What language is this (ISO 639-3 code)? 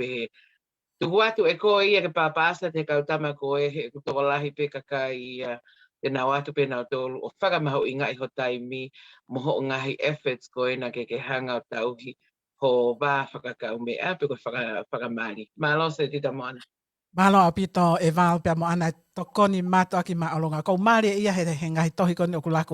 ton